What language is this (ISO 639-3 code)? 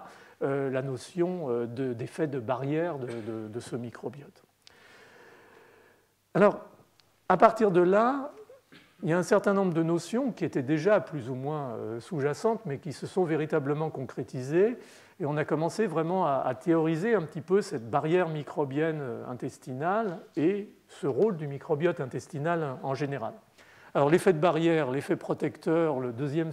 fra